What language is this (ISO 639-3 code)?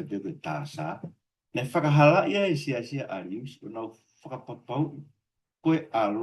ton